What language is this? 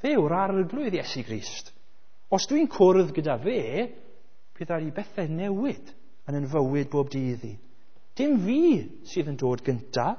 Welsh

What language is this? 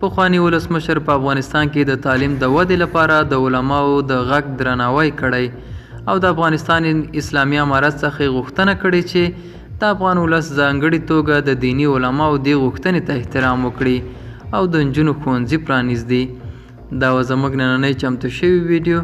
Pashto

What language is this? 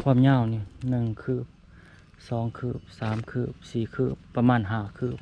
Lao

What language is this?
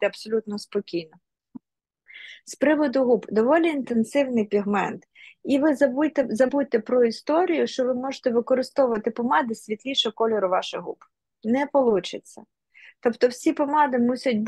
Ukrainian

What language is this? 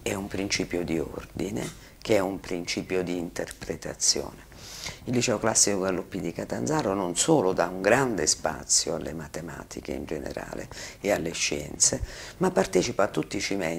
Italian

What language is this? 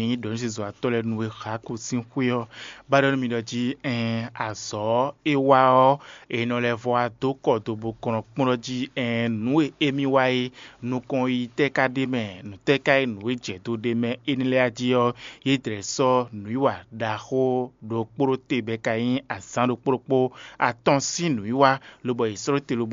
Fon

